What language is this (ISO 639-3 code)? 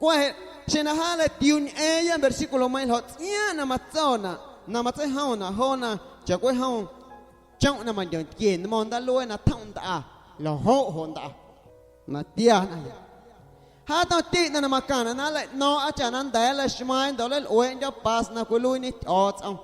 amu